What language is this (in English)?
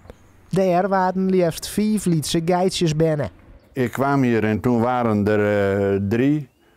Western Frisian